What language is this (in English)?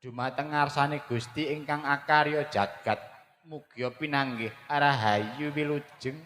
Javanese